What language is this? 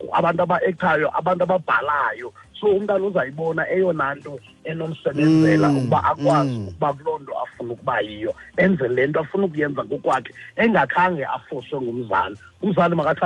Xhosa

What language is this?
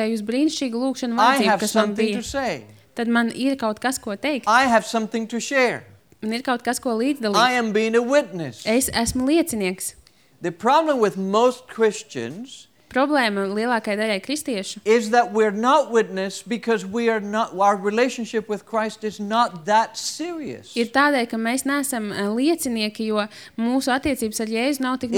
Latvian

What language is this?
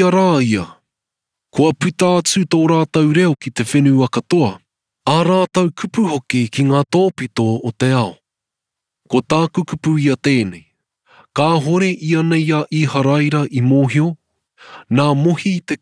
Māori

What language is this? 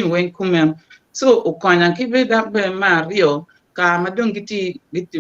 Acoli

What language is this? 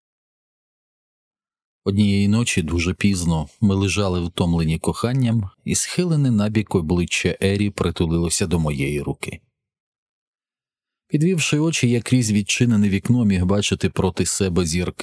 Ukrainian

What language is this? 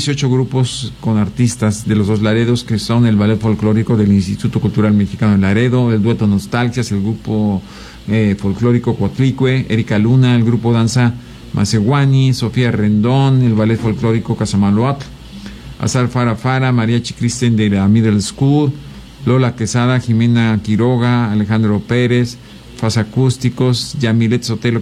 Spanish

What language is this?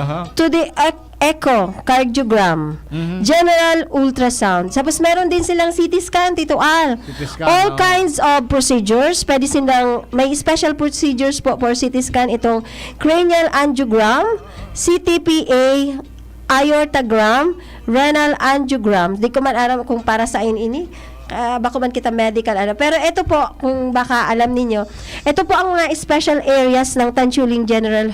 Bikol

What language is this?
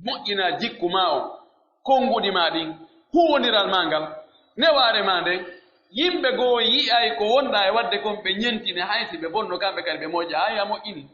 Pular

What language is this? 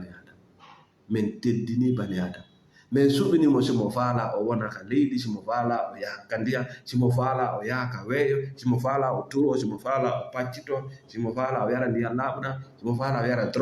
Fula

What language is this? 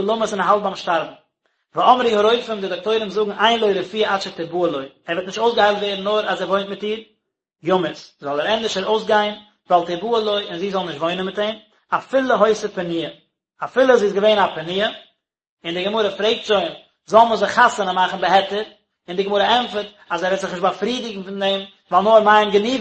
Yiddish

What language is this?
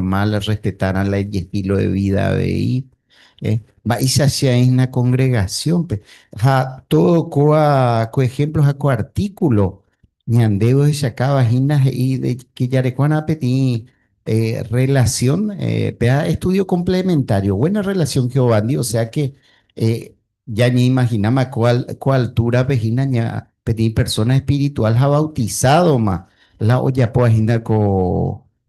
Guarani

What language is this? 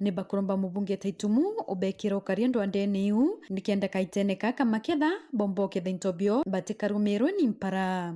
Meru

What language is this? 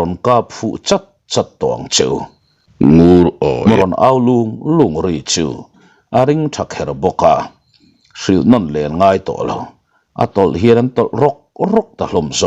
Mizo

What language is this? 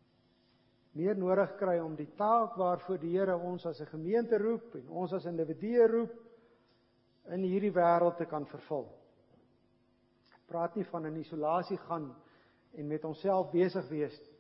Afrikaans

